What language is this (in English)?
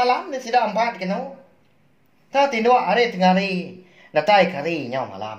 Iban